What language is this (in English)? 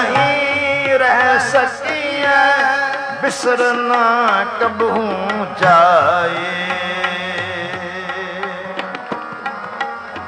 Punjabi